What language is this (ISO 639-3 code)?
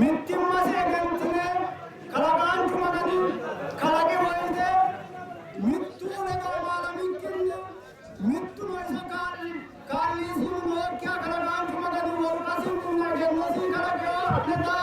sid